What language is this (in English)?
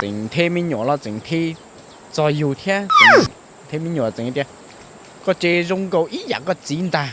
Hmong